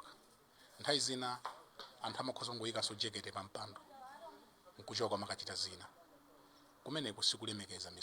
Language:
Nyanja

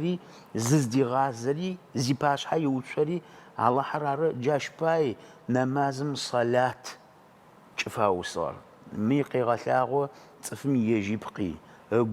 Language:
Adyghe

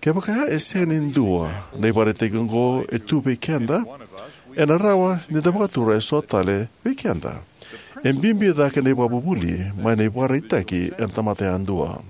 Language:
Fijian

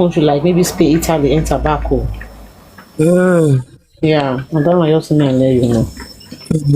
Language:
Nigerian Pidgin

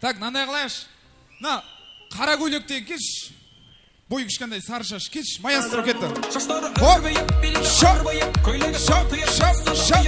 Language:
Kara-Kalpak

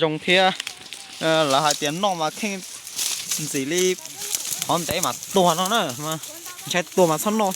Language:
Hmong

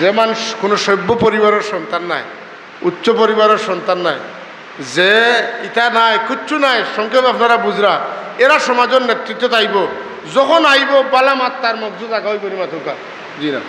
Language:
Sylheti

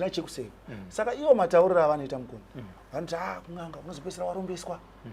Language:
Shona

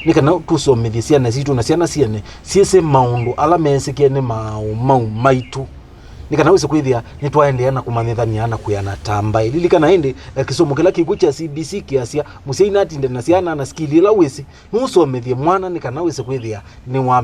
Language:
Kamba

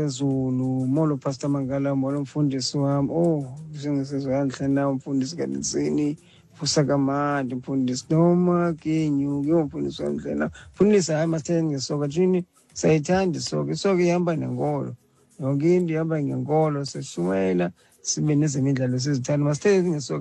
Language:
Xhosa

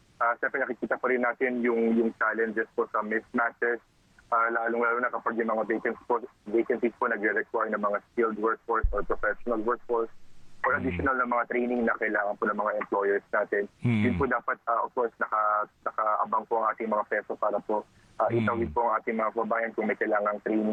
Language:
Filipino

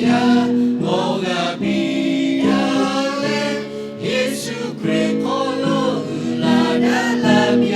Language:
Lahu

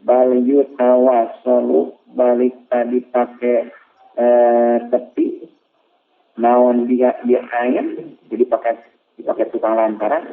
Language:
Sundanese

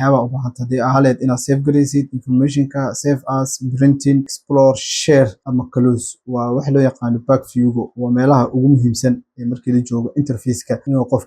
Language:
Somali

